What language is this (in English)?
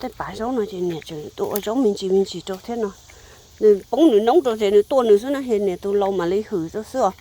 Hmong